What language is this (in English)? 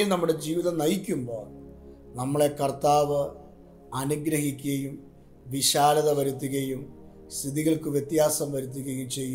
Malayalam